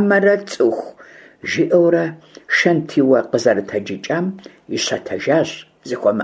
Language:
Kabardian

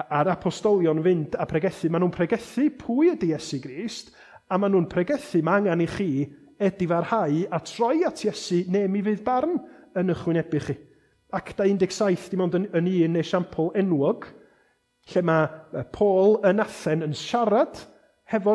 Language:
Welsh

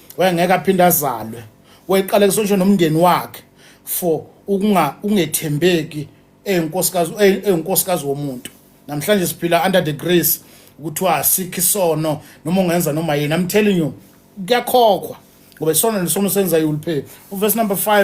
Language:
Zulu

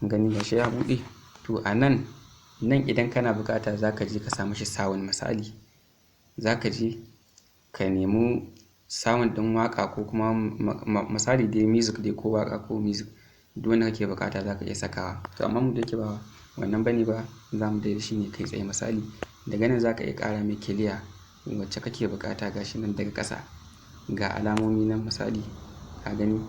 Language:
Hausa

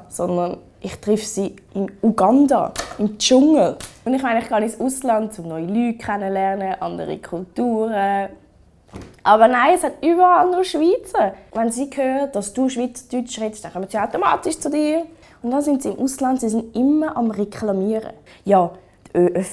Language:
Swiss German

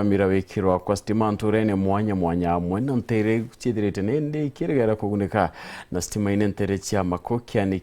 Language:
Meru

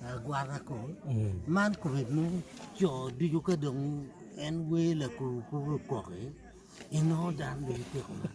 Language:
Acoli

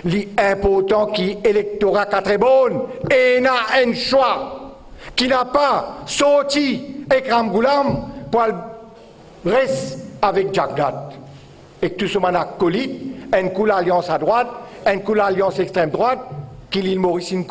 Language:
Morisyen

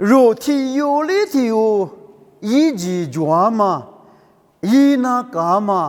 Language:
Lisu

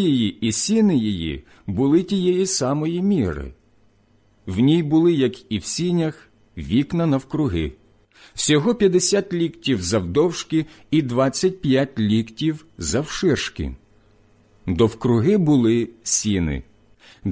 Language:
Ukrainian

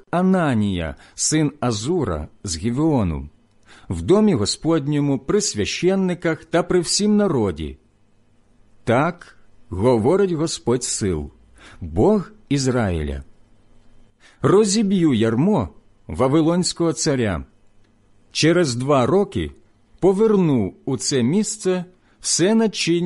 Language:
Ukrainian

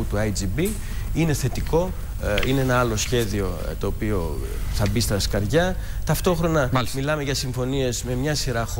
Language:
Greek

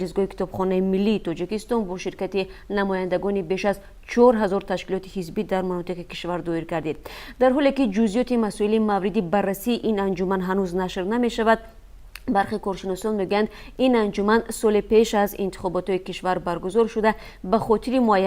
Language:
Tajik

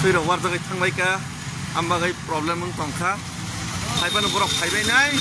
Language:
Kok Borok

